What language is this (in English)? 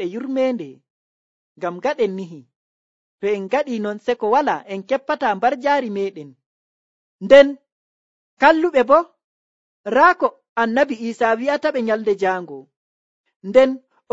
Nigerian Fulfulde